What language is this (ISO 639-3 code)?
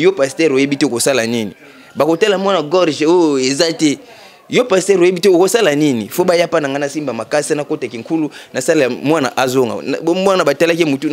lin